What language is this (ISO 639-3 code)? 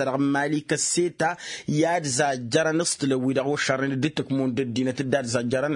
taq